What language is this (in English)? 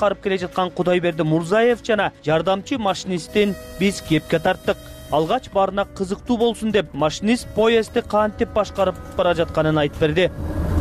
Kyrgyz